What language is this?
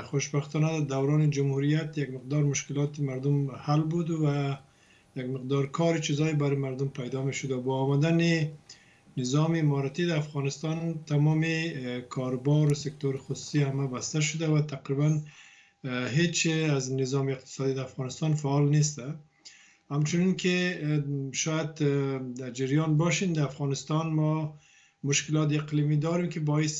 Persian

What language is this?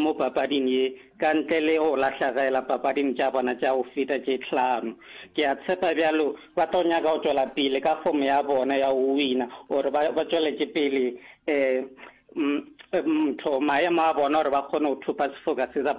Northern Sotho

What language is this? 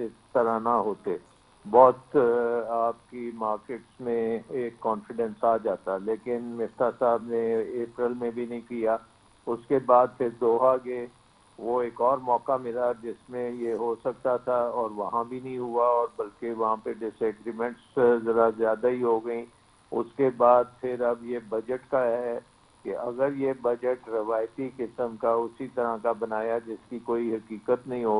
Urdu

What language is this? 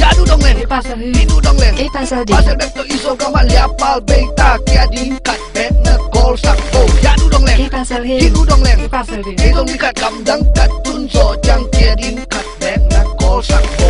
Tedim Chin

